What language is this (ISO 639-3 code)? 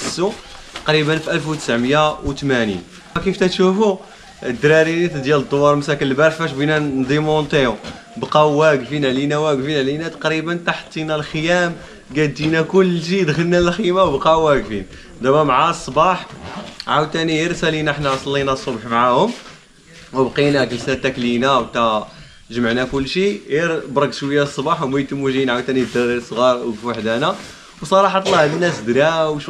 ary